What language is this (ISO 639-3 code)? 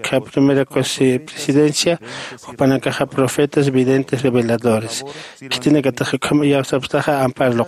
aym